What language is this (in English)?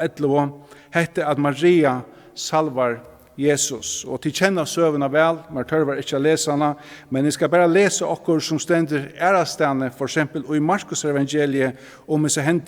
Faroese